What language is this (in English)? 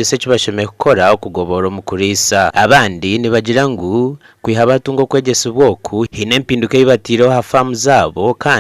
Nyankole